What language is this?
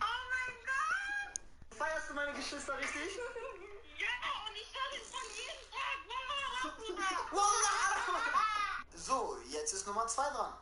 Bavarian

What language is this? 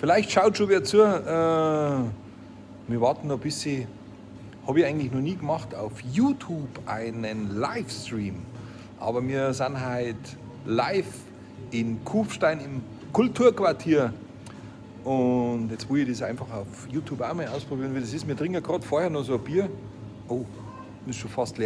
Bavarian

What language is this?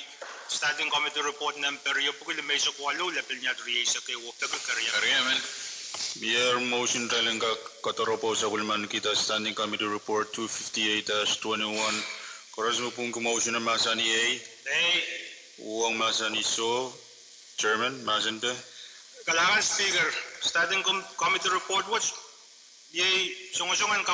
Pohnpeian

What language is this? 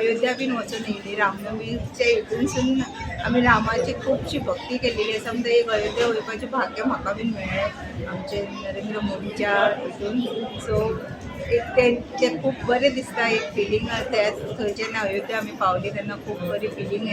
Konkani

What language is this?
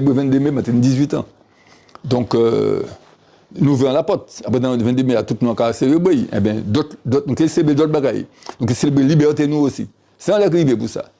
Guadeloupean Creole French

